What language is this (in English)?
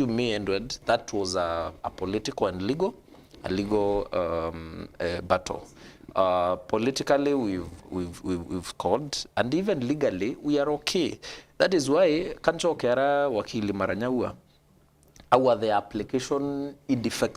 Meru